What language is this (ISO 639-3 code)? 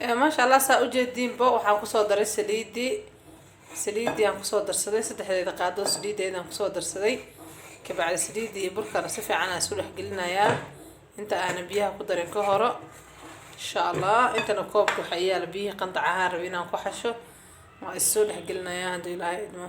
som